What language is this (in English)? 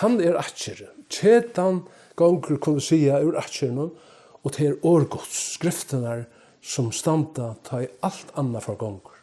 Faroese